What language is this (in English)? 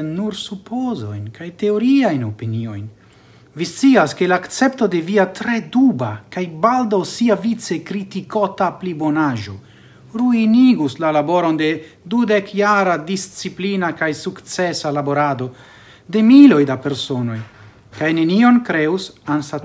Esperanto